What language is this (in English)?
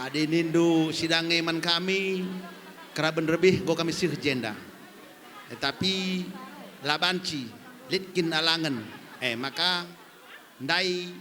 Batak Karo